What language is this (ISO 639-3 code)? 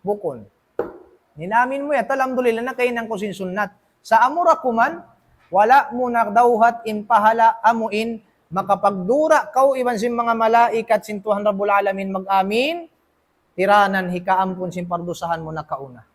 tsg